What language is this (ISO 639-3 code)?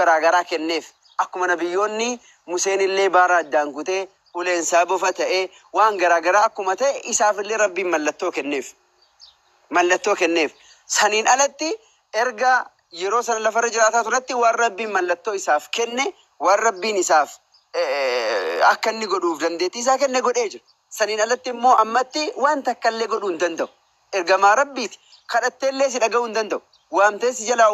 orm